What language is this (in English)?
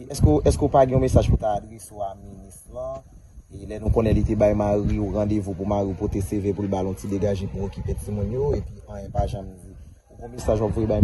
Haitian Creole